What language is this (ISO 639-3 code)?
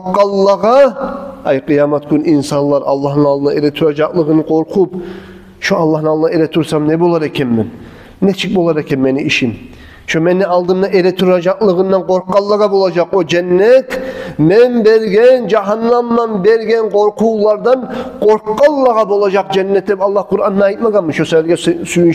kum